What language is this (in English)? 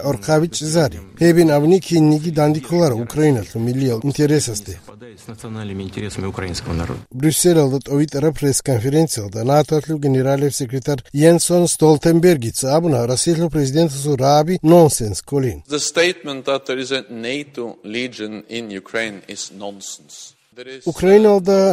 Avaric